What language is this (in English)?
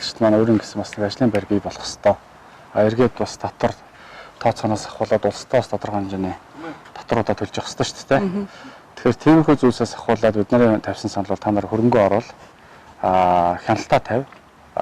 Mongolian